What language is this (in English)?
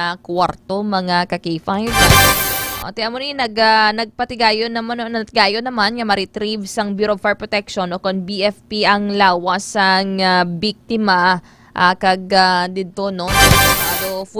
Hiligaynon